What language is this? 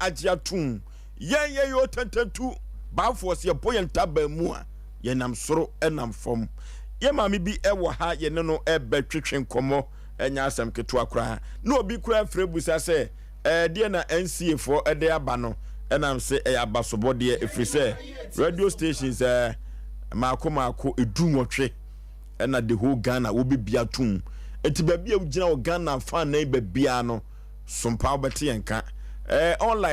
Akan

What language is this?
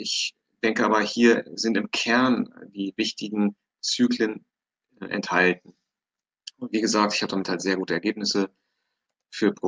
German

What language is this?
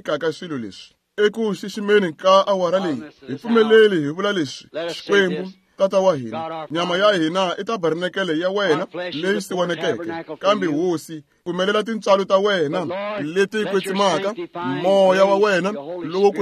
Tsonga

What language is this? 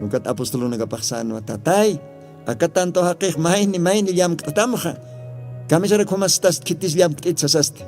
Aymara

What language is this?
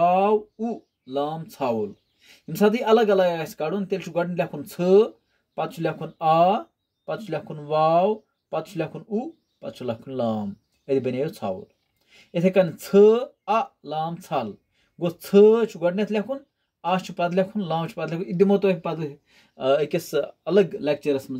Kashmiri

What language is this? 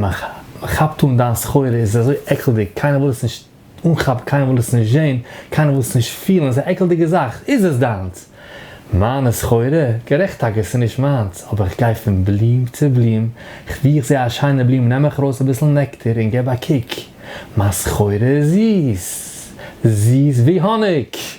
Yiddish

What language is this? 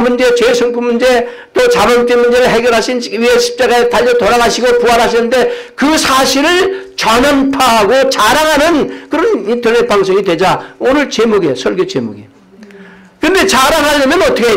Korean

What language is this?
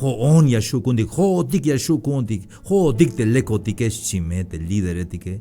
Tzeltal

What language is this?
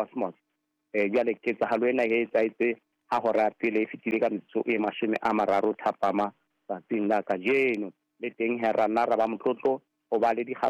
Southern Sotho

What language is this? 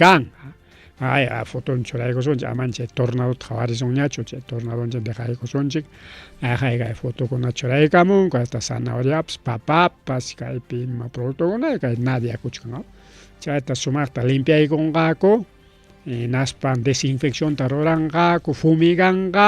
Ayacucho Quechua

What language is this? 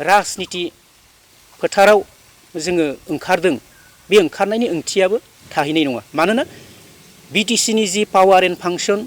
Bodo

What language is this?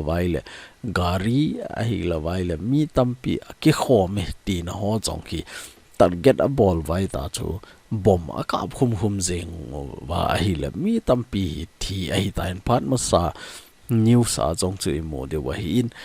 Thado Chin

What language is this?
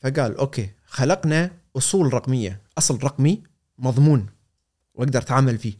Gulf Arabic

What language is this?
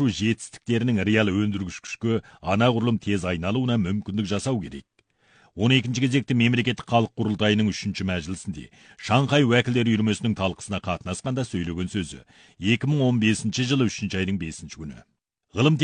Kazakh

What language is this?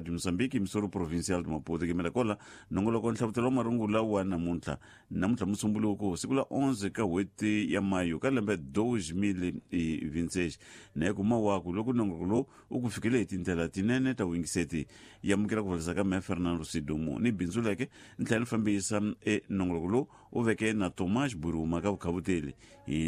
Tsonga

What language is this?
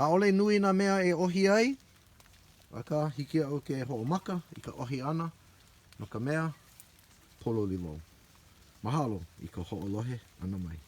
Hawaiian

